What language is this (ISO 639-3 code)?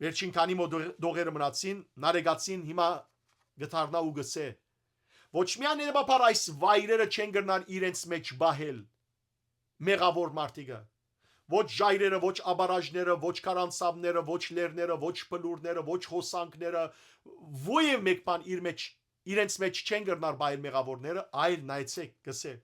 hyw